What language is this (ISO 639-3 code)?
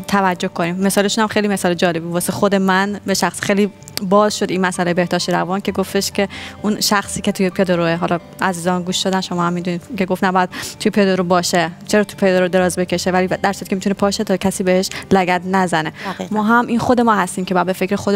fas